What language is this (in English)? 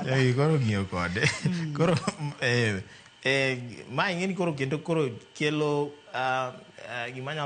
Luo (Kenya and Tanzania)